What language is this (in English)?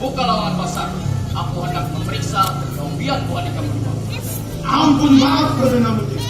Banjar